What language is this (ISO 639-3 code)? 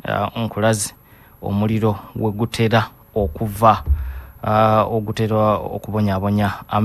lug